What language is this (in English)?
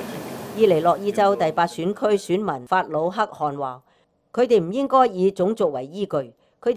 Cantonese